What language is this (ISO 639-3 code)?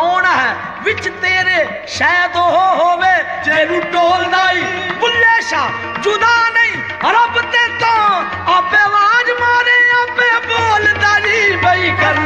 pan